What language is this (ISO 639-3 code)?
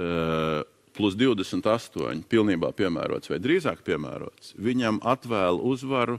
lav